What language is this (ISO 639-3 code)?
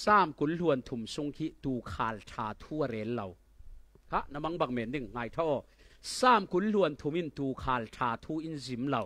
cfm